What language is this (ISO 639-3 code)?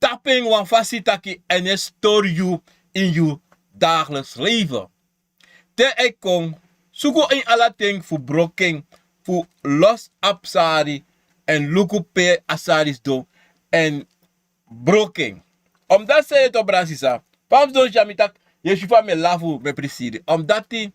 srn